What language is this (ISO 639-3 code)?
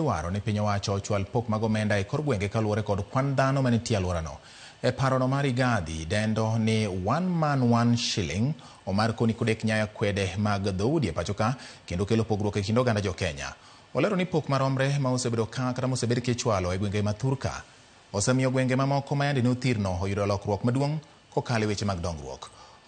luo